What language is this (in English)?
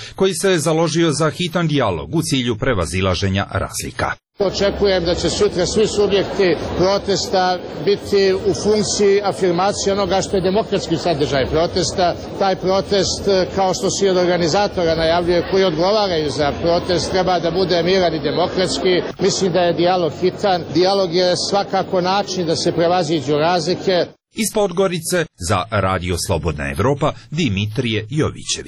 Serbian